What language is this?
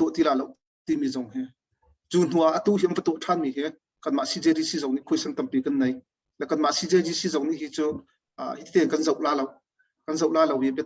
Hakha Chin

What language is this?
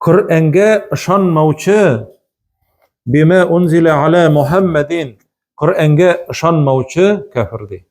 Tatar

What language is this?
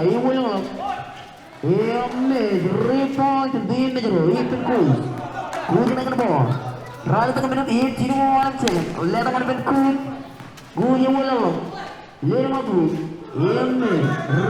Marshallese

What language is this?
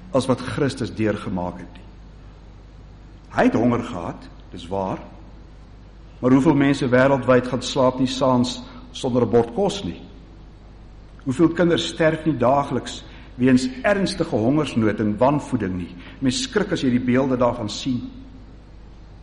Afrikaans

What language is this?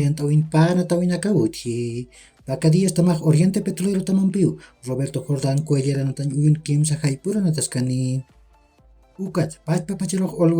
Aymara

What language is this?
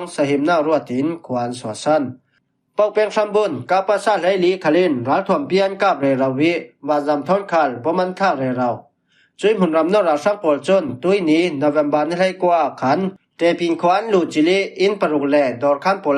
Falam Chin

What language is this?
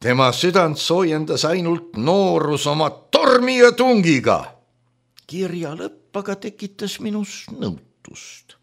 Estonian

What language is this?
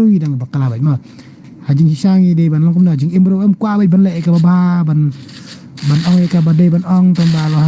Khasi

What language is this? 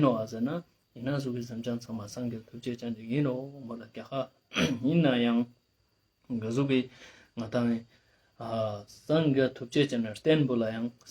Ladakhi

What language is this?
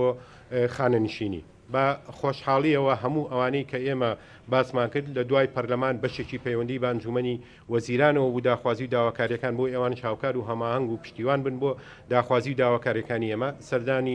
Central Kurdish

